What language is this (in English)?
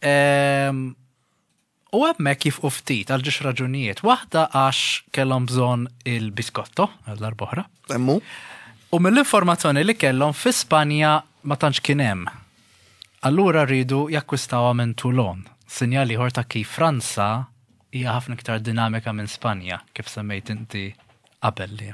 Maltese